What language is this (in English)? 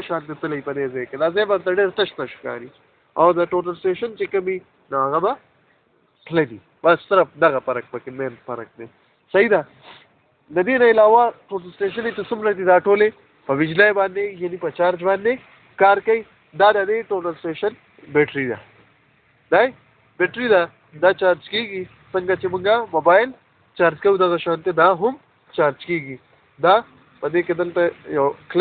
Pashto